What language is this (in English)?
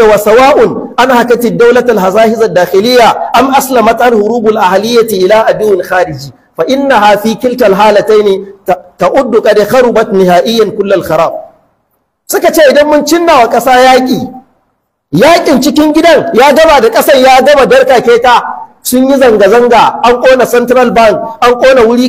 Hausa